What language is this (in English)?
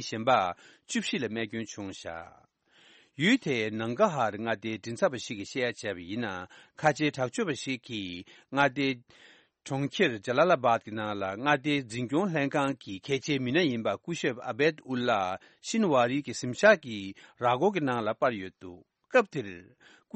Tibetan